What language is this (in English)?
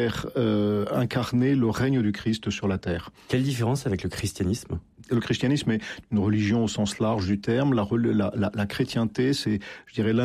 French